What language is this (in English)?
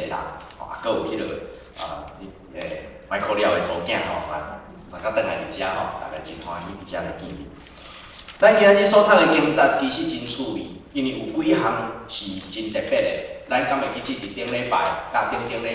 Min Nan Chinese